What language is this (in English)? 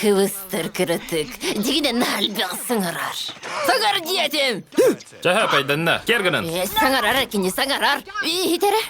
Yakut